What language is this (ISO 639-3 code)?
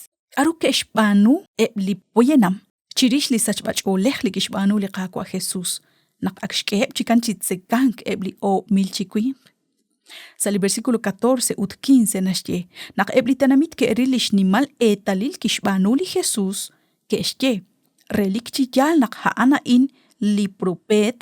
kek